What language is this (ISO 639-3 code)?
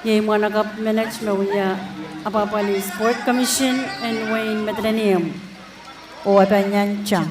pon